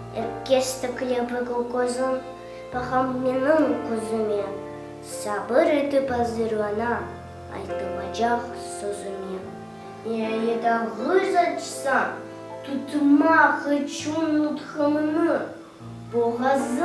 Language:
Crimean Tatar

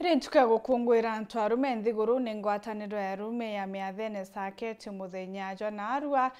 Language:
Meru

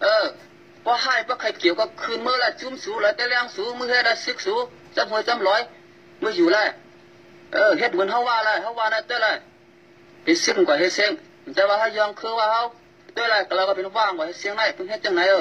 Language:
Shan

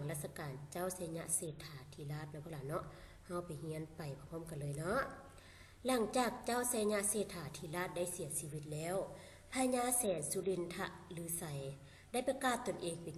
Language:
Lao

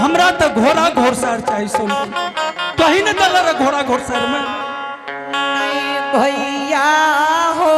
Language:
Angika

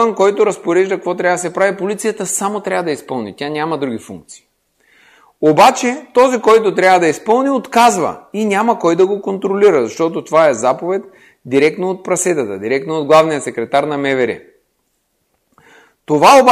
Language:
Bulgarian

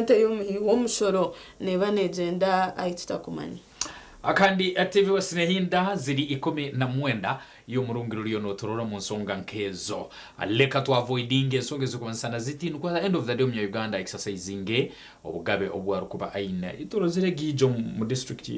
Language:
Nyankole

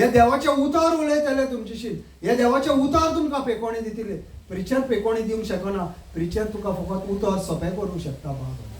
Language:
Konkani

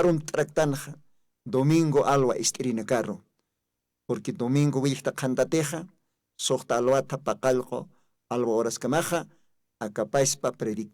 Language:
Aymara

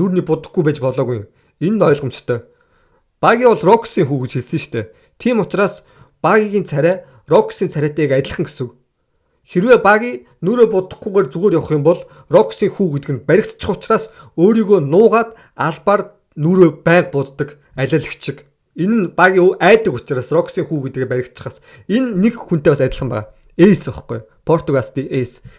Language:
Mongolian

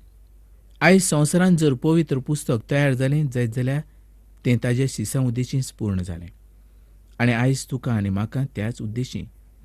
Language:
Konkani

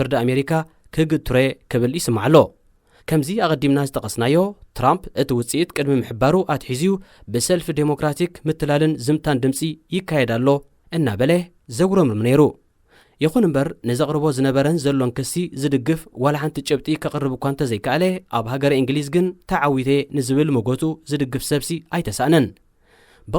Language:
Tigrinya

